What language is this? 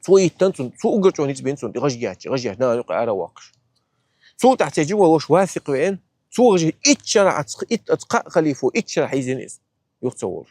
Chechen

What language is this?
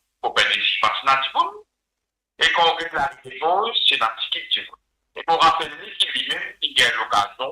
Morisyen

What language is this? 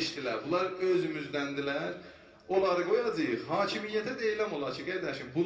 South Azerbaijani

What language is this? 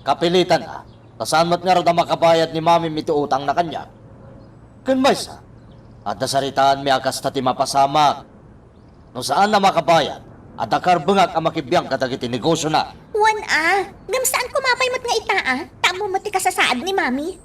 Iloko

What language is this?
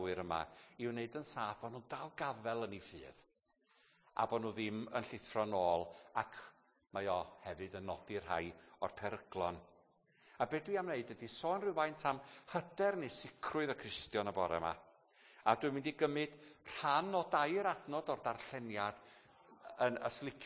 Welsh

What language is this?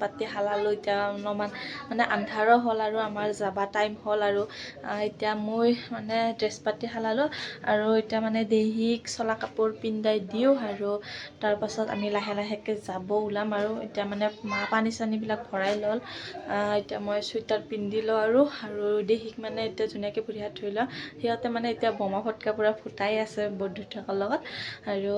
Assamese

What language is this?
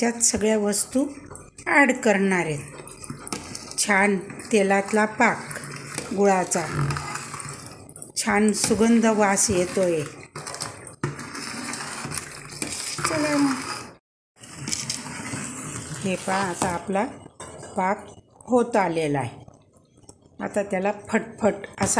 Marathi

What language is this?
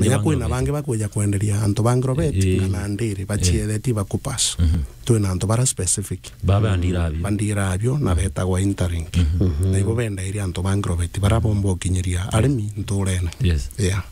Meru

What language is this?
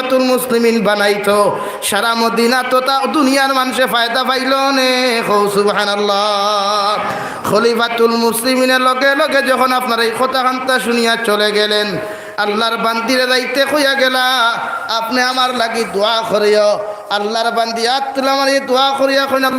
Sylheti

